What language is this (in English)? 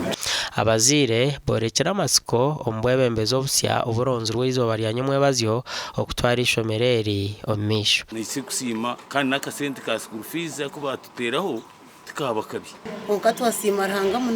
Nyankole